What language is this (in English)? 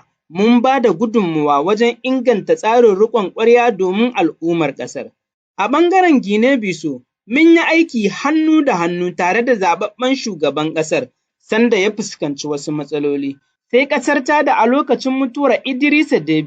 Hausa